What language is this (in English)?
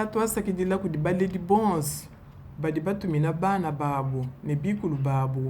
Luba-Lulua